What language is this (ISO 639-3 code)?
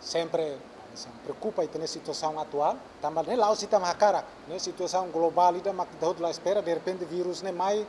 tet